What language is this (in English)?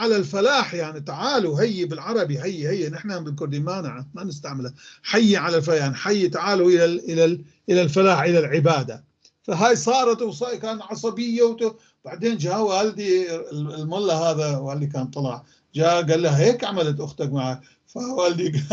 North Levantine Arabic